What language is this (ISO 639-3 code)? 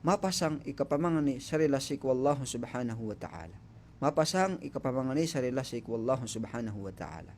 mrw